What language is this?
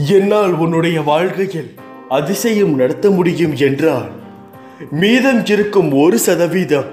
Tamil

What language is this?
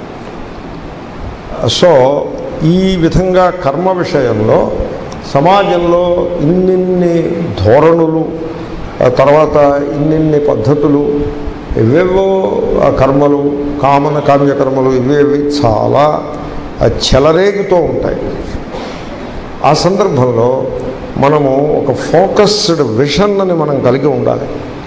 Telugu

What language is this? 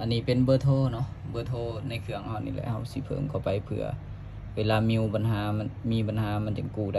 Lao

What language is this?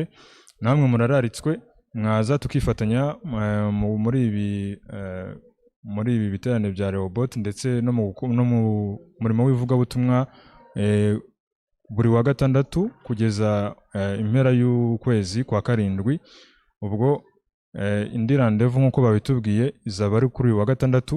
Kinyarwanda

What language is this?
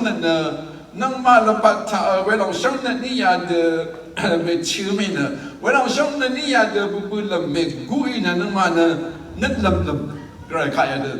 Rawang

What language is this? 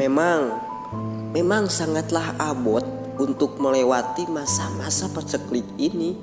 Sundanese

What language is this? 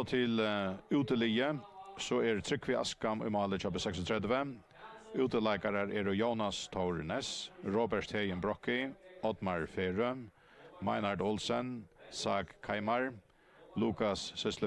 Faroese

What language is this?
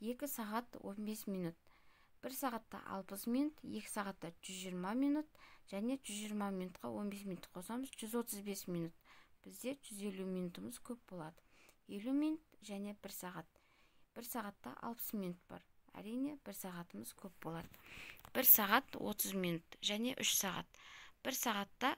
Kazakh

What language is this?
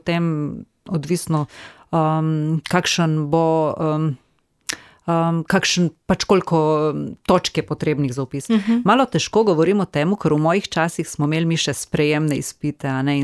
Slovenian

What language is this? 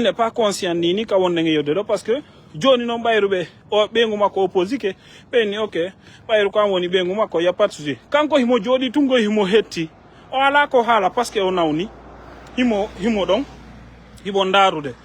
Fula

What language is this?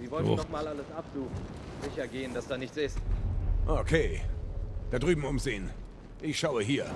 Bavarian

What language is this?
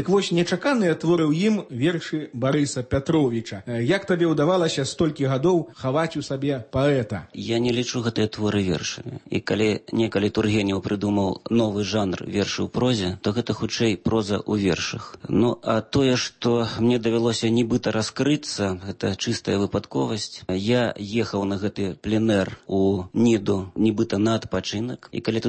Belarusian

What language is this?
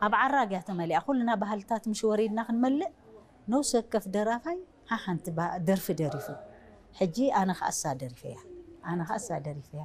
Tigrinya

